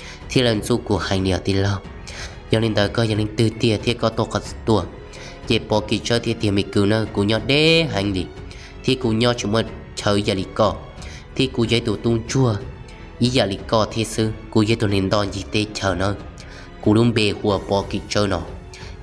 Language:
Hmong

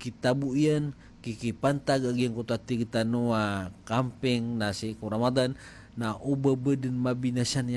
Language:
Maranao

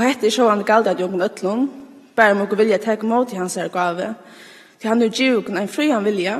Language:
Faroese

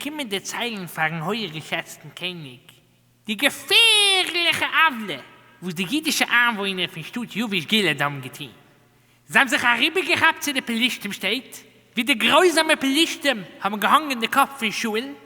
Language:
Yiddish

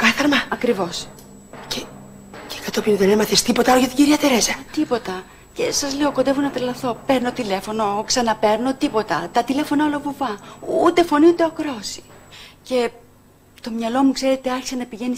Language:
Greek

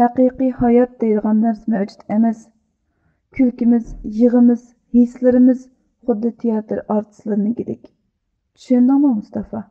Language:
Uyghur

